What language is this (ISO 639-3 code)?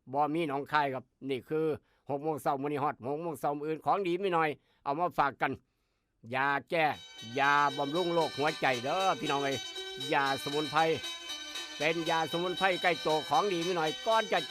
tts